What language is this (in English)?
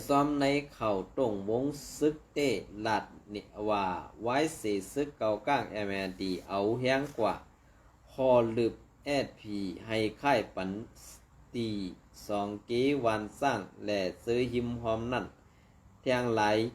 Shan